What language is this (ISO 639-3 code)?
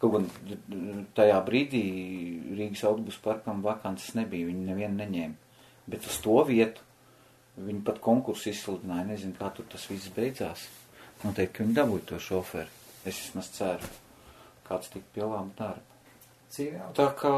lav